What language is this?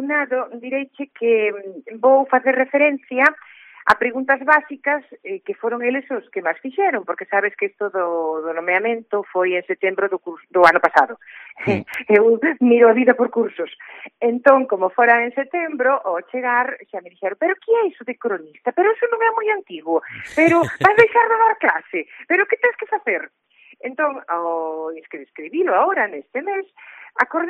Galician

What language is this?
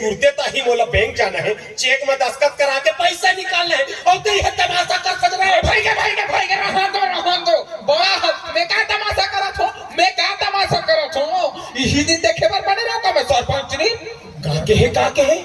Chhattisgarhi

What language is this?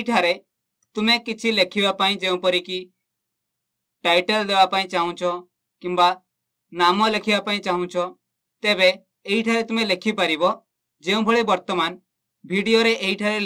Odia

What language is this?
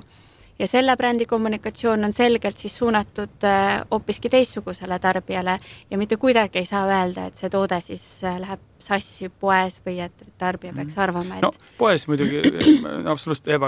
Estonian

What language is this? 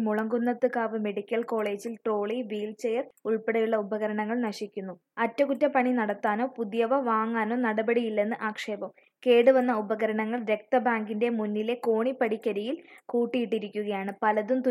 Malayalam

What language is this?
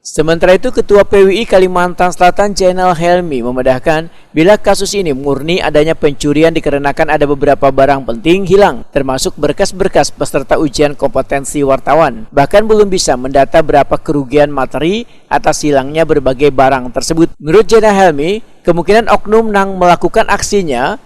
Banjar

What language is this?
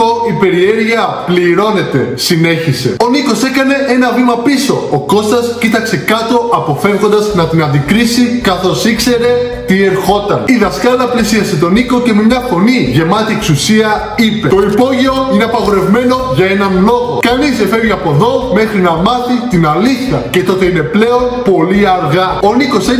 Greek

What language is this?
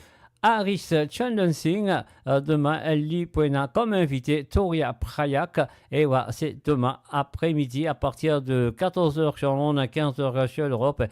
Morisyen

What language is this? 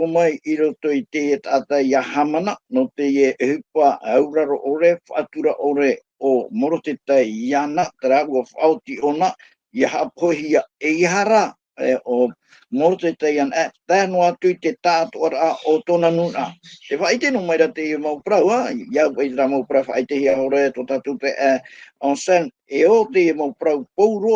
Tahitian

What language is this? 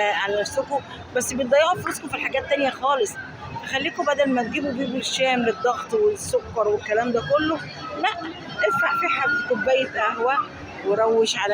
Egyptian Arabic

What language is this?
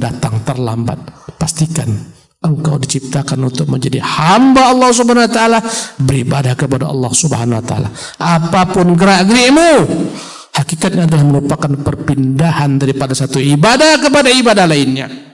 Indonesian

